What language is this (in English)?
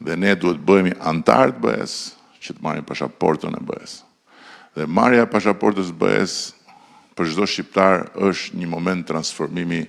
Albanian